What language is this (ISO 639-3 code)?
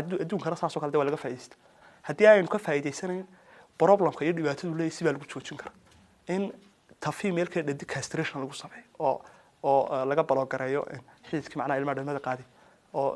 som